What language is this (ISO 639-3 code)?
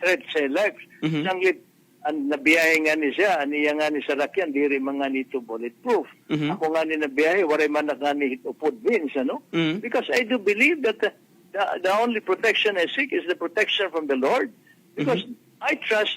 war